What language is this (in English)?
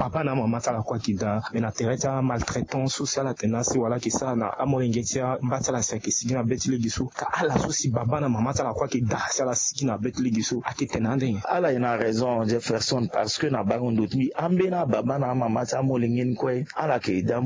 Sango